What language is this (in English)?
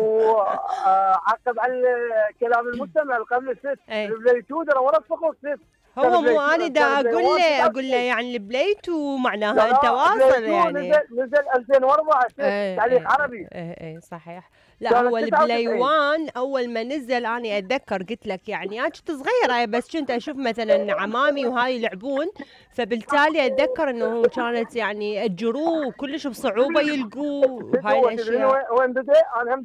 Mesopotamian Arabic